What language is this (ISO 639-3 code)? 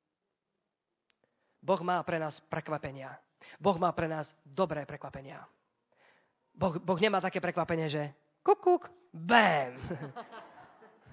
slk